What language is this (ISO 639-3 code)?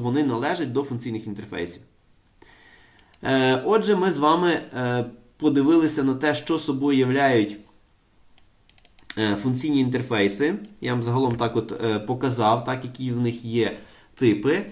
ukr